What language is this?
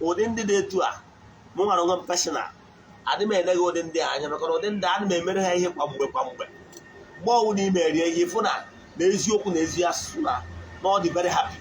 Igbo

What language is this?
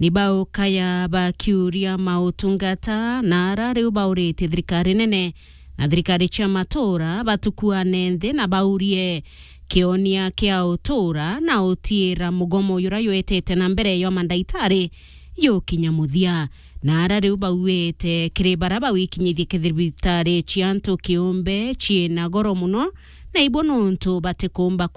Meru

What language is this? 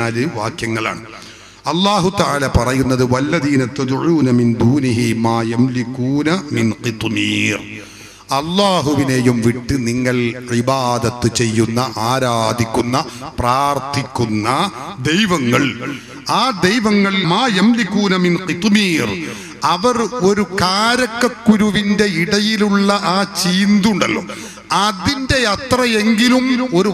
Malayalam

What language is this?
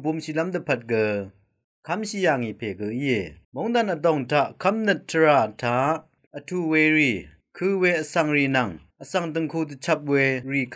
Rawang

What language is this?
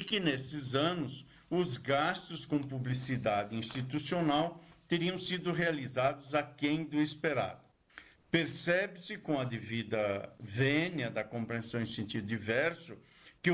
Portuguese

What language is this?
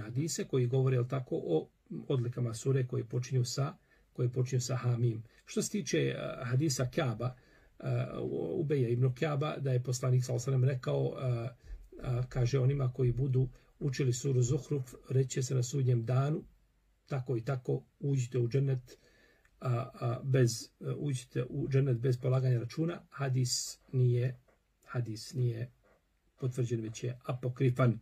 Bosnian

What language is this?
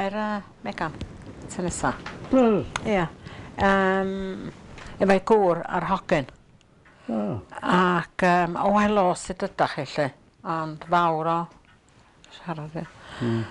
Welsh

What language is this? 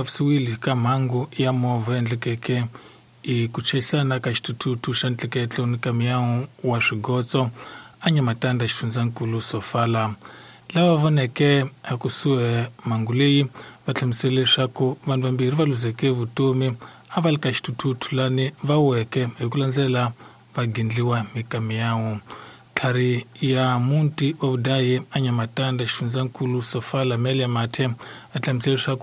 Tsonga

